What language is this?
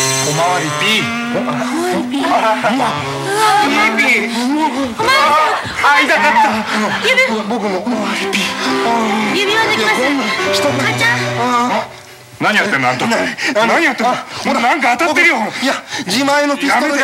Japanese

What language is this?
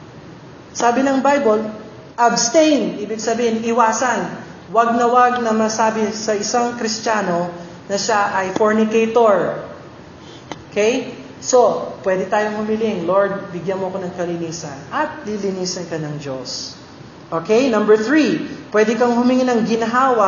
Filipino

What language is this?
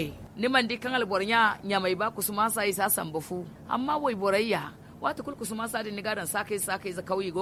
Zarma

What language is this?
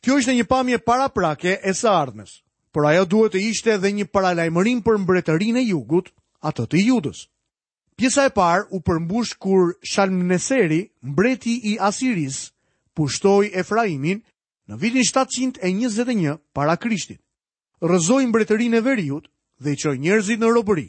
Albanian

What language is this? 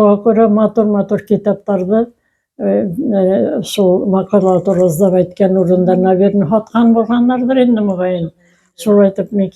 Bashkir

